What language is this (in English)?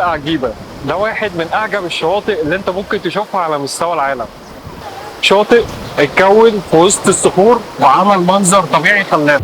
Egyptian Arabic